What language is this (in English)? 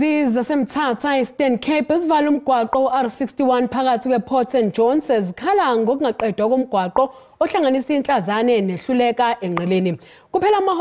Zulu